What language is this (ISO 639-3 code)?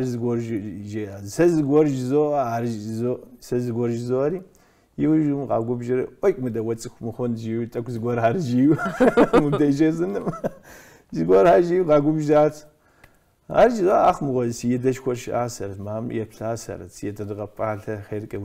kbd